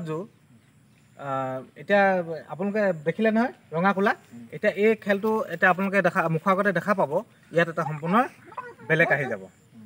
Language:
Assamese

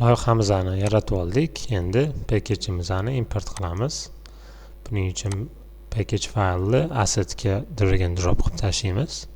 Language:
Uzbek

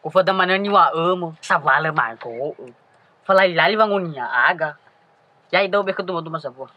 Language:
Nias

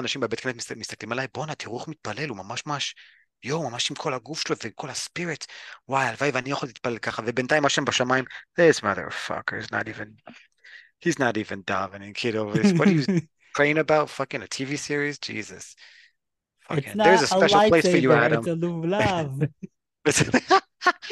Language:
Hebrew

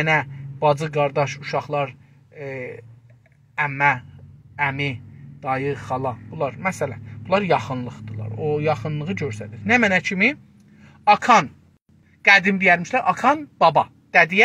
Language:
South Azerbaijani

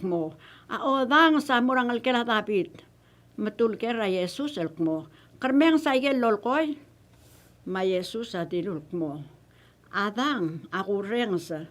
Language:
Palauan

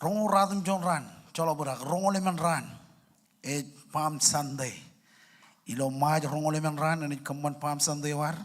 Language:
Marshallese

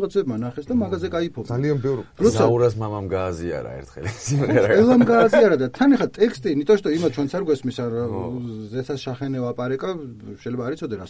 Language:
Georgian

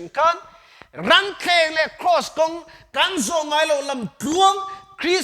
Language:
Mizo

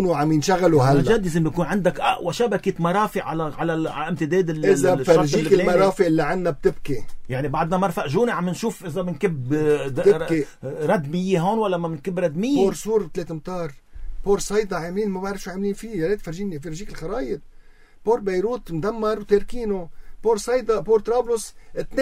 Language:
North Levantine Arabic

